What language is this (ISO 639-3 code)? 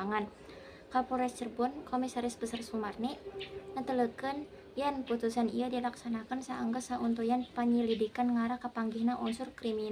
sun